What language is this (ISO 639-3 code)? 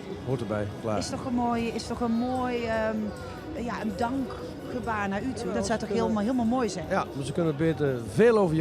lim